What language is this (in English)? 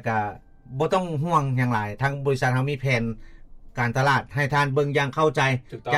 Lao